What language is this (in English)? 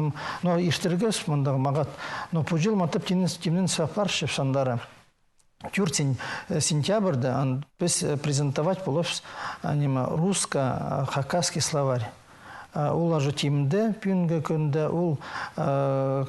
Khakas